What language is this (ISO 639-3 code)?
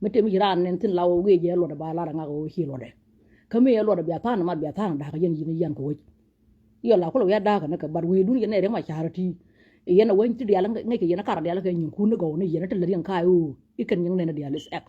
nus